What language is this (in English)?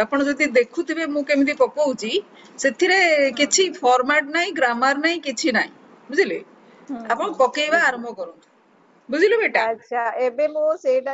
Odia